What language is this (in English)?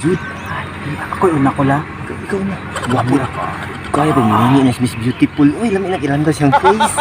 Cebuano